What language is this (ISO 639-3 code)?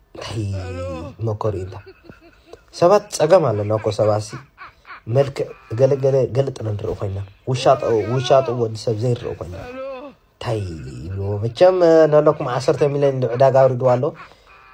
tir